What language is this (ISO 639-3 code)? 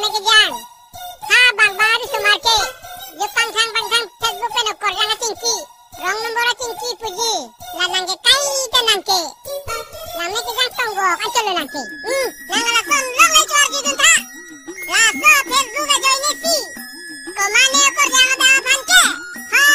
mjw